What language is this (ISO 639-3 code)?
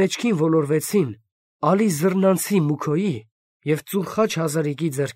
hye